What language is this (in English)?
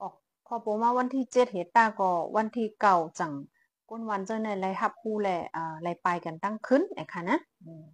Shan